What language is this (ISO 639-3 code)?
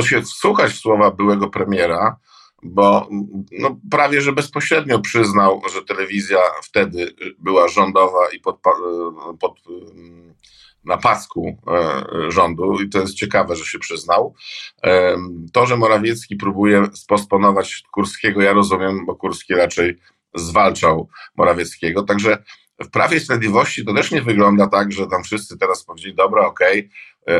pol